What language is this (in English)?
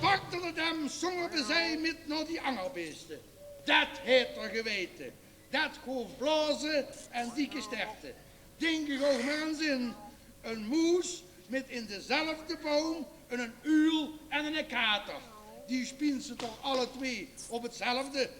Limburgish